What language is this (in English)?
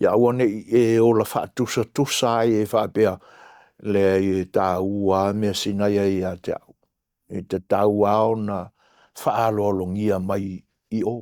Samoan